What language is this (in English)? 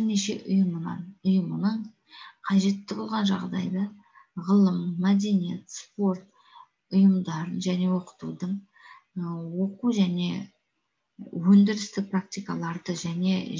Kazakh